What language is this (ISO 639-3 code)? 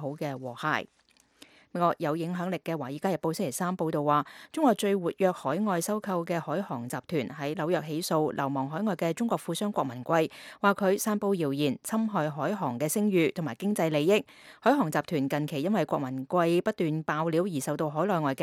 yue